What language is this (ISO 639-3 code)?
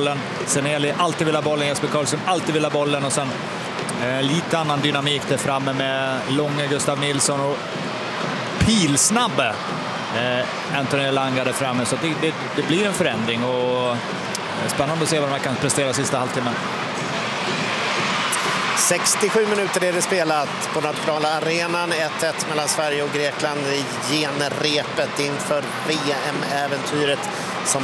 swe